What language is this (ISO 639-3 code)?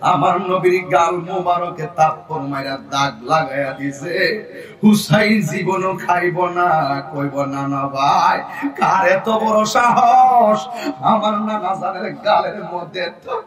syl